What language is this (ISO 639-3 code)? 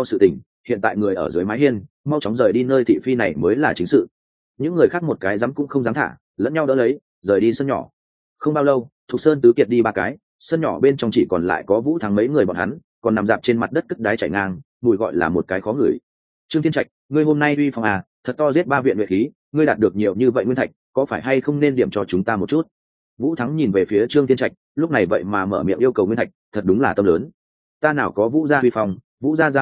vie